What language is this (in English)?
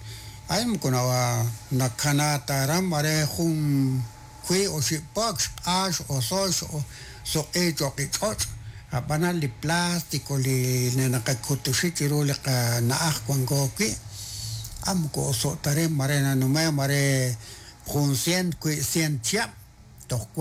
Kekchí